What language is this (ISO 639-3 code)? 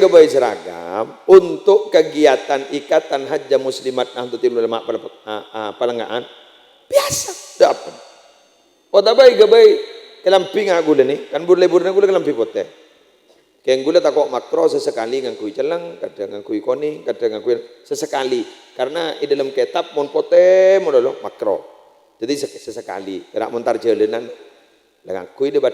mad